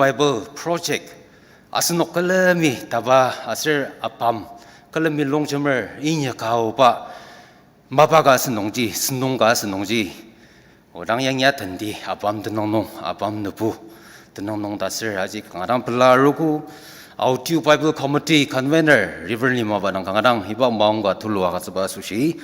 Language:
Ao Naga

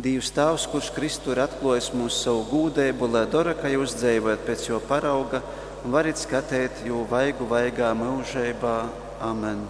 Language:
Latgalian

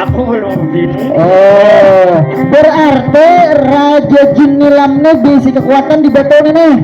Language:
Banjar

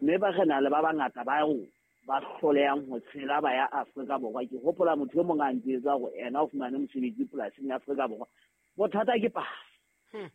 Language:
Southern Sotho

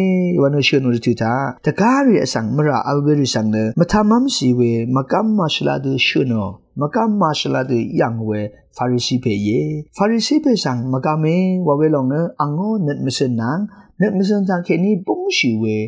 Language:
Rawang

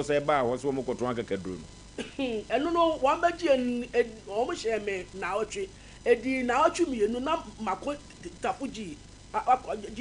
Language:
Akan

